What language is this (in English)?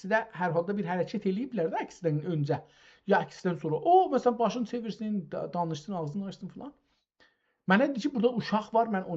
South Azerbaijani